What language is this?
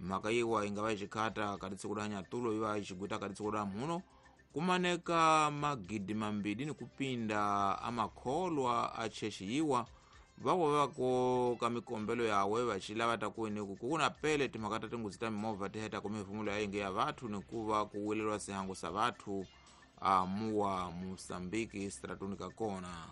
Tsonga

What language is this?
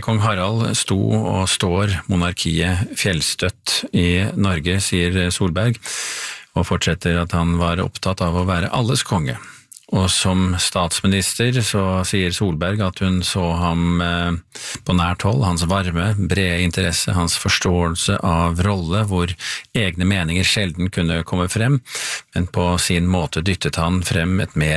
Norwegian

